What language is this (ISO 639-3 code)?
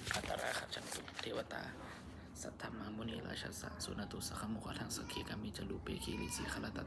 pli